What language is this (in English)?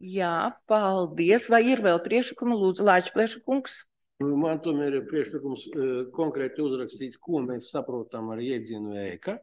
Latvian